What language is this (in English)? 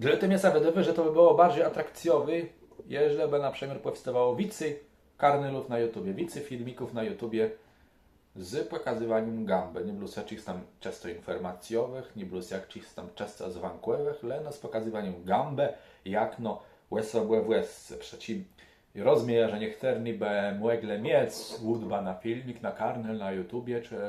Kashubian